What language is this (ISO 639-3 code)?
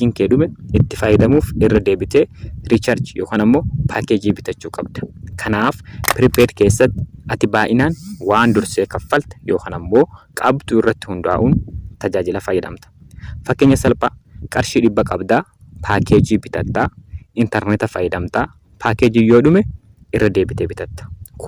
orm